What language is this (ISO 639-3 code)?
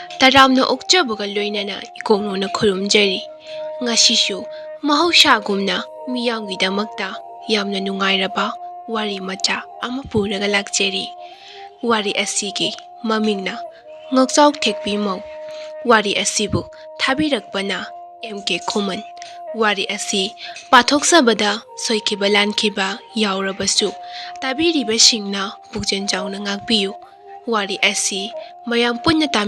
mni